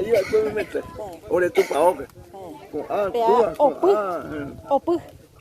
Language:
Guarani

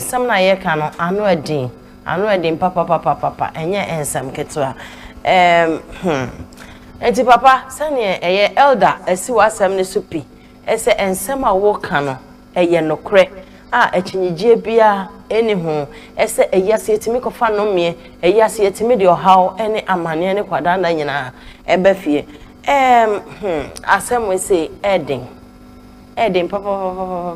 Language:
Akan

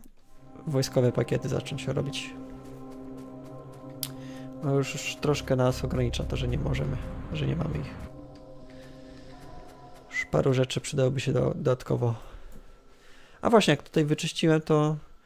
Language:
Polish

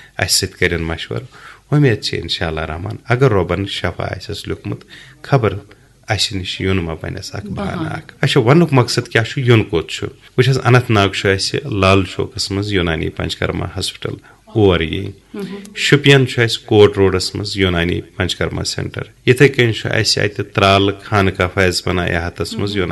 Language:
Kashmiri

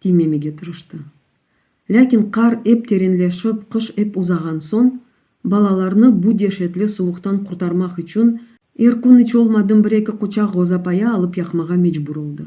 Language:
Crimean Tatar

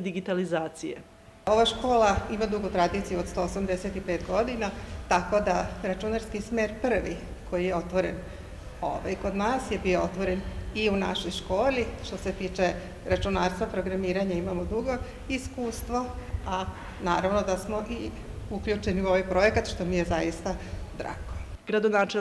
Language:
Serbian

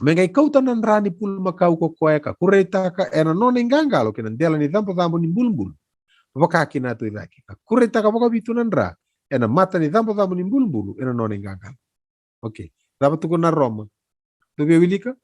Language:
Fijian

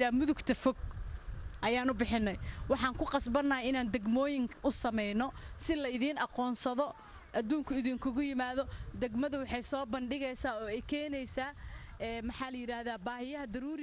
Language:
Somali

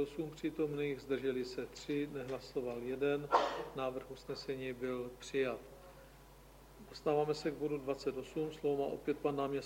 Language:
Czech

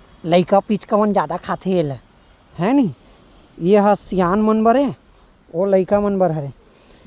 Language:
Chhattisgarhi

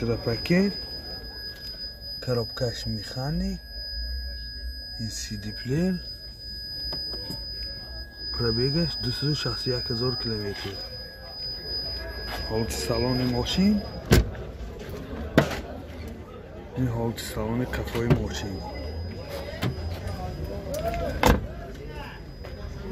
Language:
Tajik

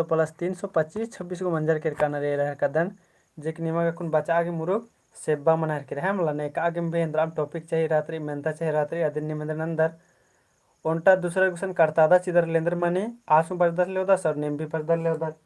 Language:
Kurukh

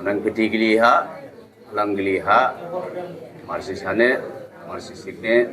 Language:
Dimasa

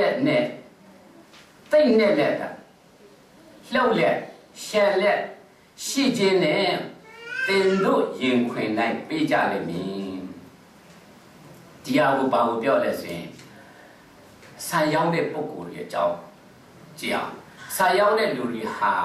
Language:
Burmese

